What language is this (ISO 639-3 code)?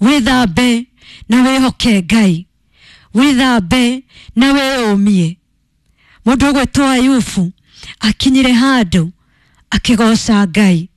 kik